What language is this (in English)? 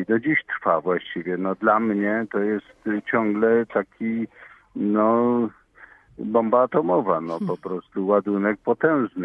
Polish